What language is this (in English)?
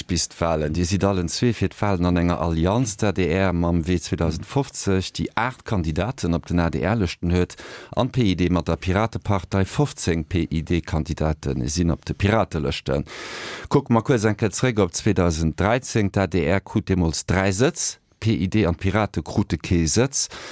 Luxembourgish